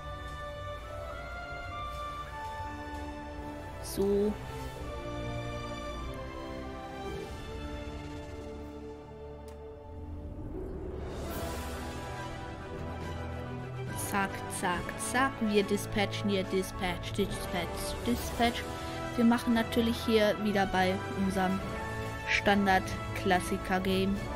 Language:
German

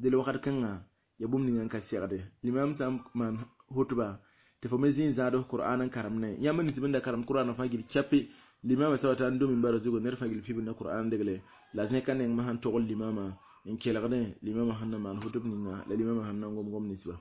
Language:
Mossi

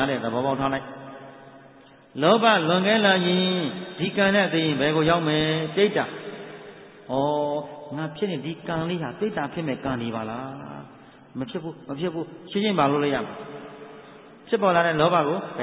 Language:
Burmese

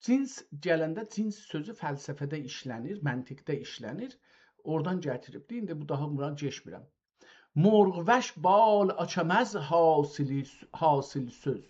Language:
South Azerbaijani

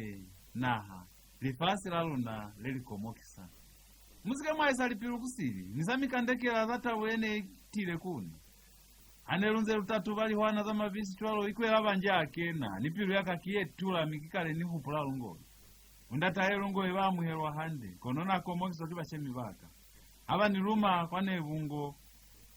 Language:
Lozi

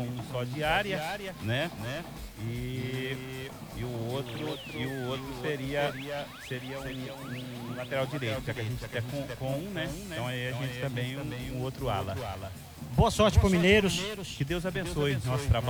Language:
Portuguese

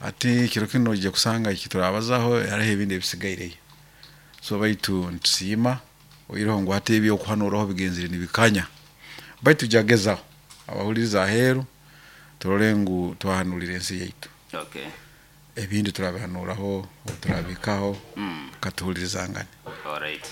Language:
Nyoro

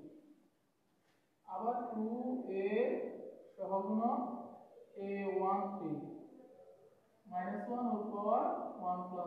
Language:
Bangla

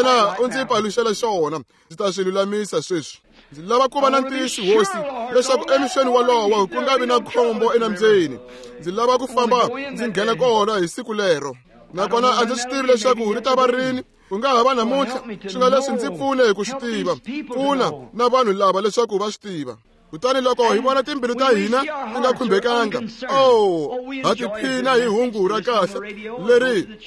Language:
Tsonga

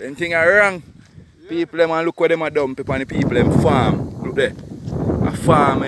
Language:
Jamaican Creole English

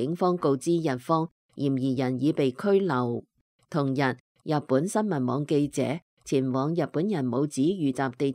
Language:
Cantonese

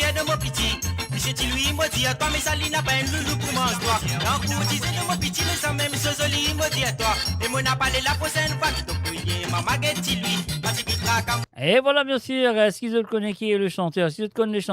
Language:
Morisyen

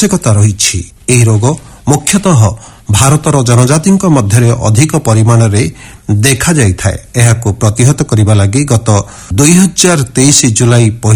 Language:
Odia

